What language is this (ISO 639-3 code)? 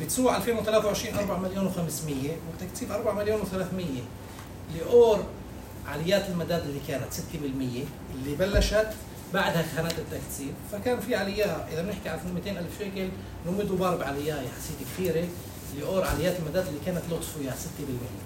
apc